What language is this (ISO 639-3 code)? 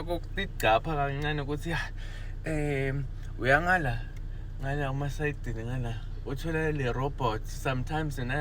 zul